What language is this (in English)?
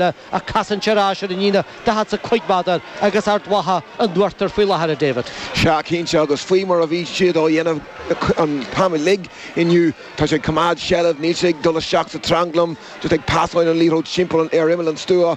Irish